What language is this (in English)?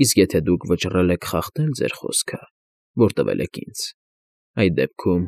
Armenian